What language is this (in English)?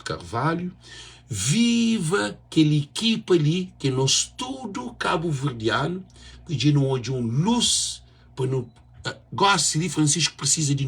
Kabuverdianu